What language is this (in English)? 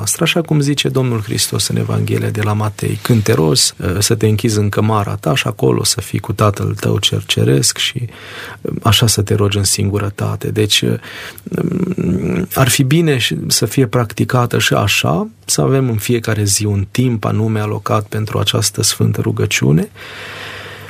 Romanian